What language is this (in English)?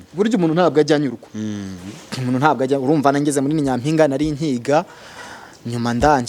Kinyarwanda